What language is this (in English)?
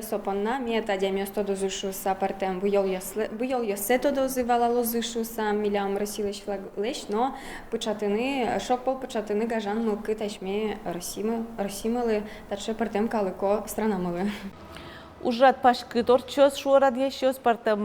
Udmurt